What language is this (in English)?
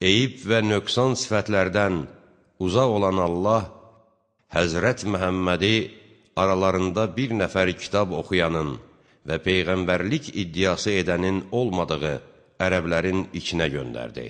Azerbaijani